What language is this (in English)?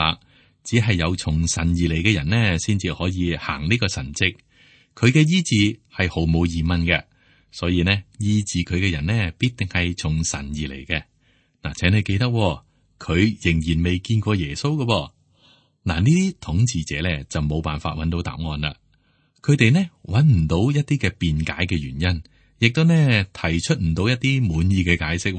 Cantonese